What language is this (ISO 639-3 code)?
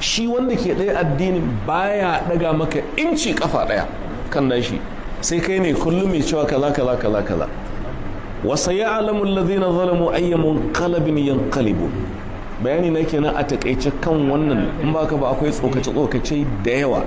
hau